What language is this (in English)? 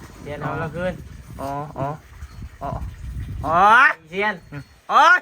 Northeastern Thai